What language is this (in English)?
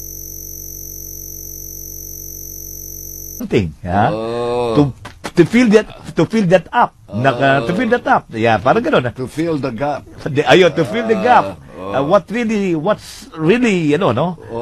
Filipino